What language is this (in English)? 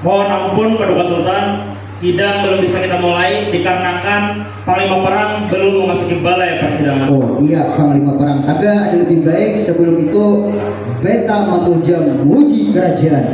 Banjar